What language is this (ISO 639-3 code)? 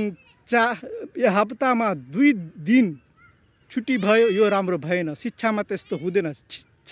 nep